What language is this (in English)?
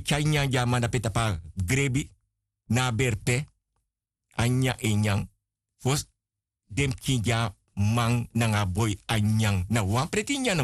Sranan Tongo